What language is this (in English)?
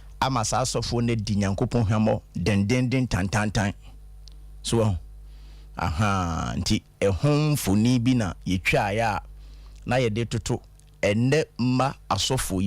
Akan